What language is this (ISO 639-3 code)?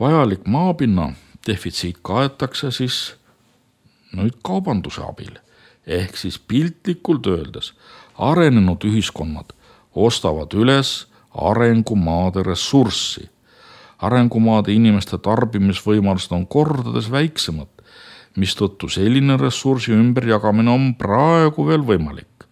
est